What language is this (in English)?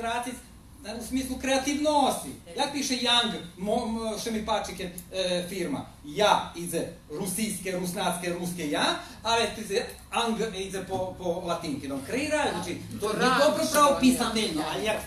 Rusyn